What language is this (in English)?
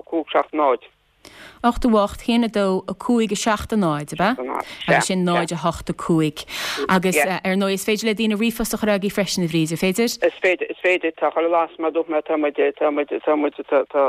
Irish